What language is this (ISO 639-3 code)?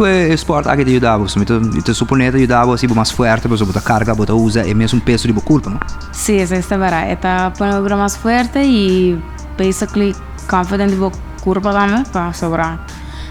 pap